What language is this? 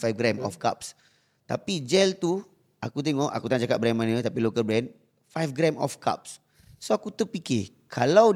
Malay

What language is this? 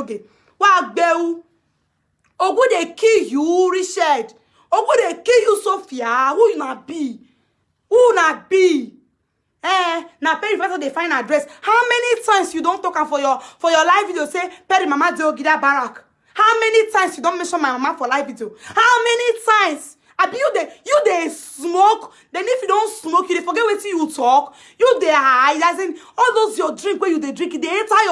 Nigerian Pidgin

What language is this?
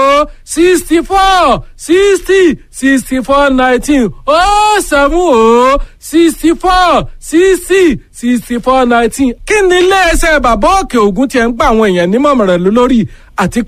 Yoruba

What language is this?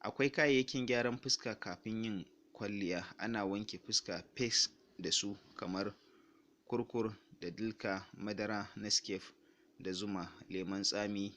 Hausa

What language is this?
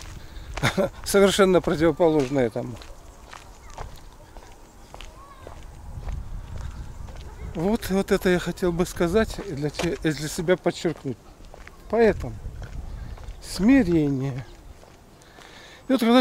Russian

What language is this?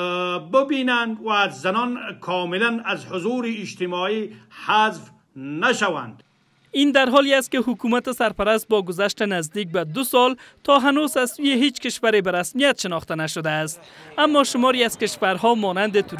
Persian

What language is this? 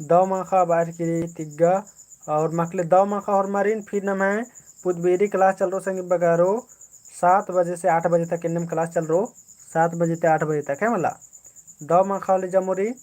Kurukh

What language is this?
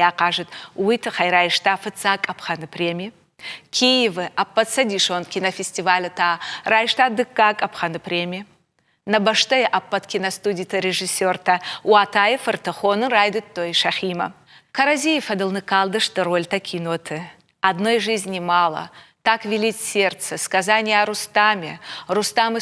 Ossetic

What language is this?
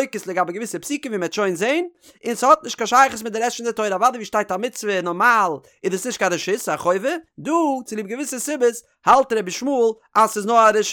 Yiddish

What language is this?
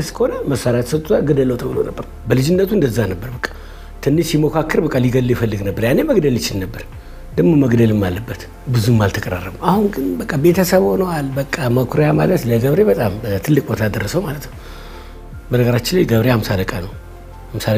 Amharic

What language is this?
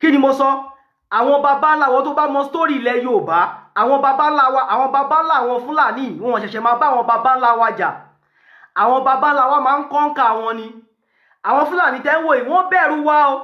Yoruba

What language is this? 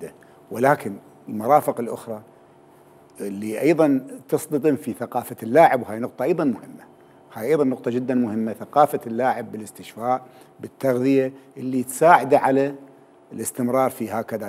Mesopotamian Arabic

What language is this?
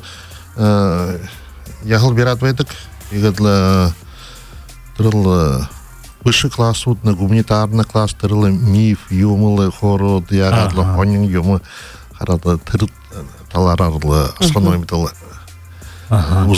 Buriat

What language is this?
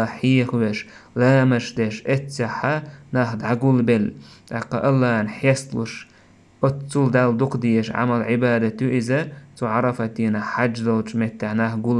Chechen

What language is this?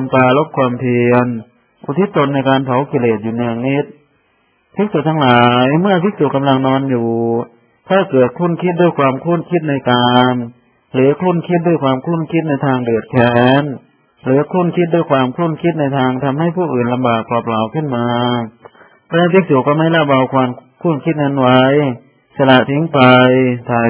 Thai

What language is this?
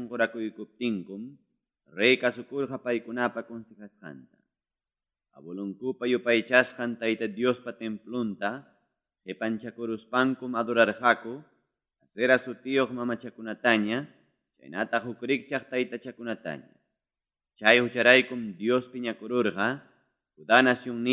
Ayacucho Quechua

